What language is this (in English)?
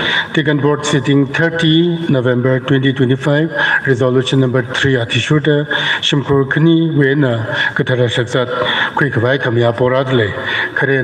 Tangkhul Naga (India)